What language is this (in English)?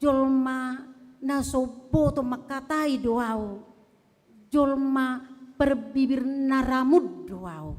Batak Toba